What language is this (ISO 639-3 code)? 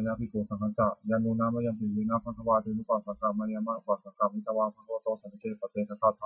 pli